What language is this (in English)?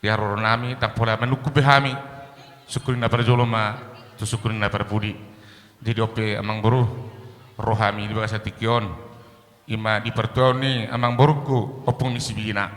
Batak Toba